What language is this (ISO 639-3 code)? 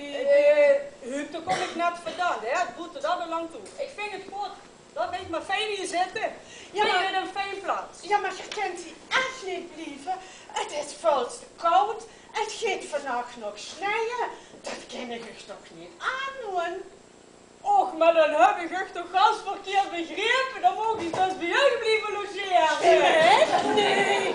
lim